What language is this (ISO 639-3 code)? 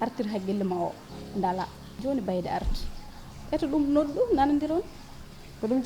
ful